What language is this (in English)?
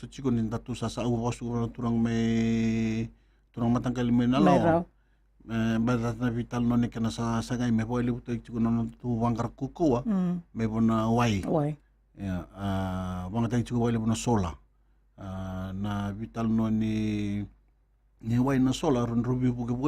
Fijian